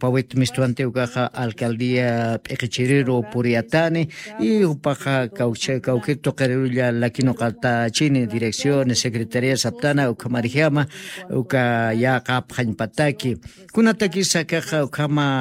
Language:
Aymara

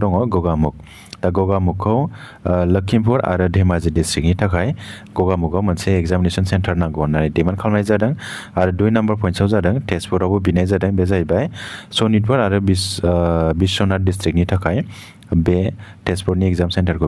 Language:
Bodo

